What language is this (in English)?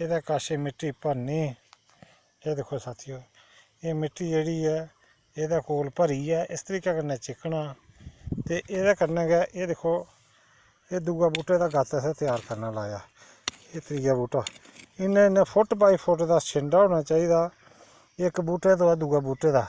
Dogri